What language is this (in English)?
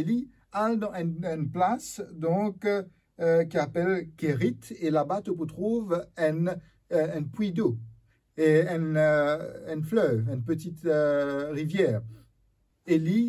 Morisyen